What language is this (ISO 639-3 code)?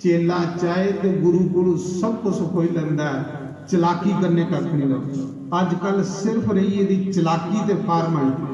doi